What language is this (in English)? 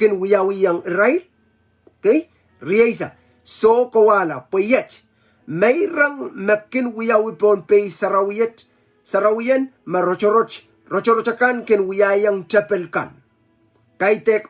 Pohnpeian